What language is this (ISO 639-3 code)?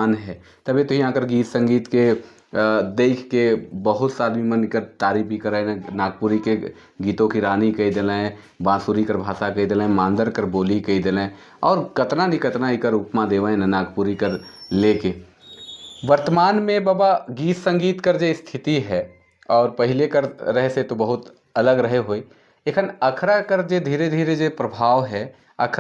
sck